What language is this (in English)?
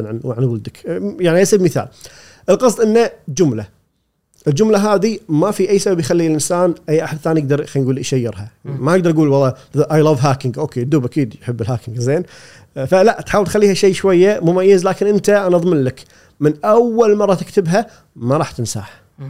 Gulf Arabic